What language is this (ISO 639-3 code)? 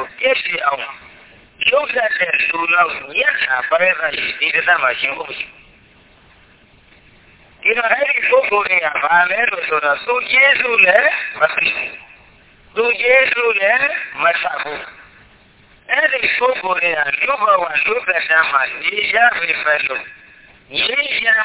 mya